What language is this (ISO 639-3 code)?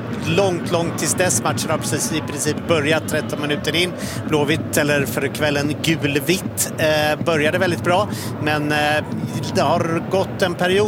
swe